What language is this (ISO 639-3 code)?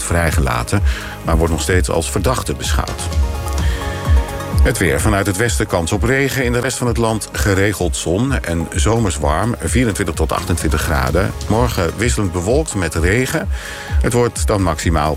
nld